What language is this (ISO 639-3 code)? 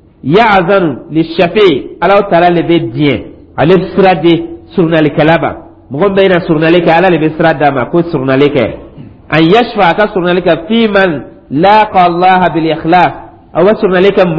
dyu